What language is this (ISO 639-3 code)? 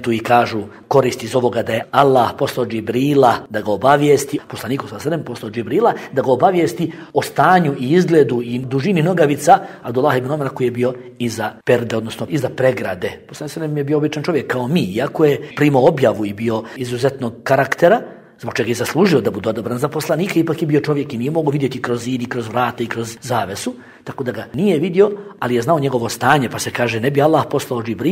bos